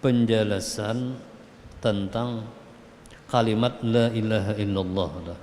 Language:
Banjar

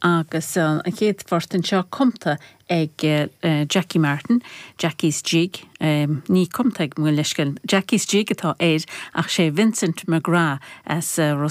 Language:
Irish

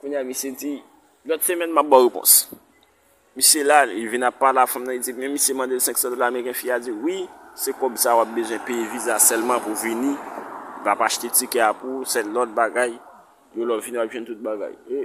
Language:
Haitian Creole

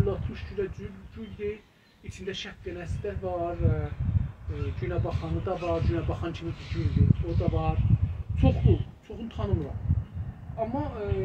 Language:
South Azerbaijani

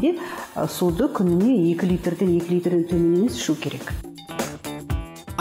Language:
Kazakh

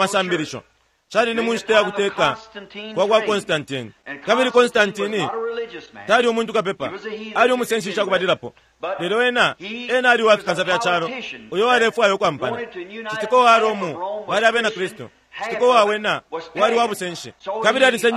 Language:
Bemba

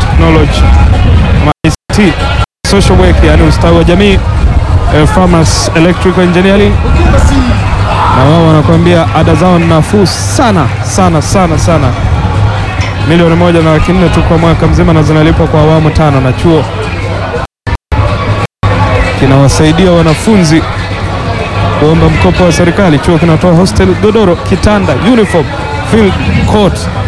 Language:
Swahili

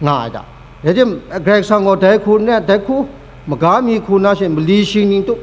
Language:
Kachin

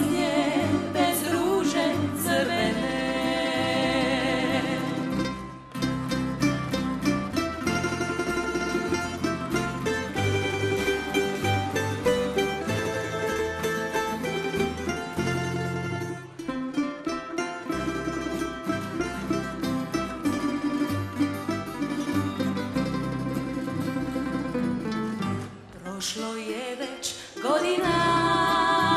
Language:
Croatian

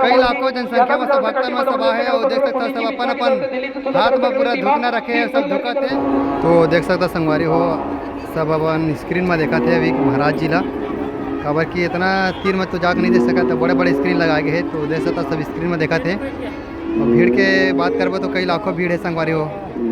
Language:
Chhattisgarhi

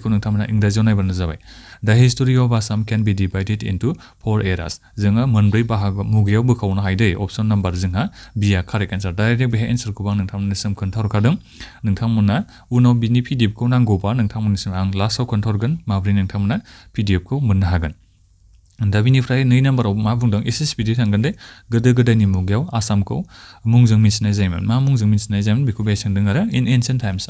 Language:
Bodo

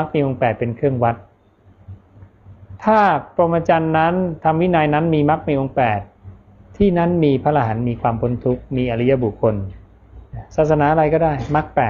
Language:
Thai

